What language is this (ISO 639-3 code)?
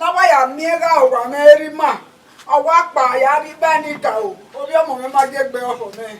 bin